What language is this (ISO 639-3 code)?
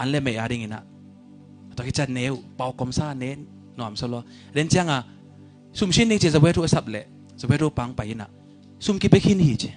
ctd